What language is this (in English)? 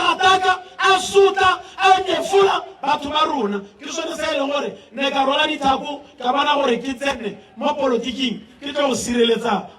Tswana